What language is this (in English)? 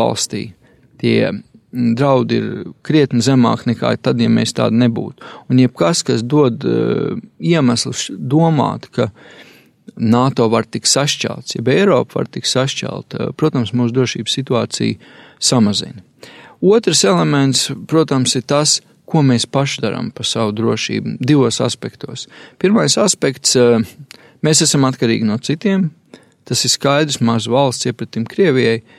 Latvian